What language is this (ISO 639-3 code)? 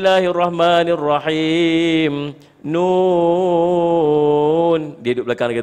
msa